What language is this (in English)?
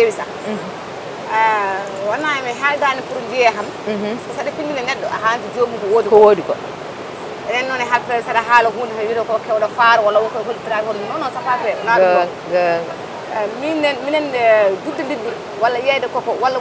Fula